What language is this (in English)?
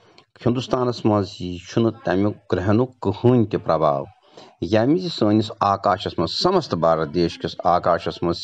Kashmiri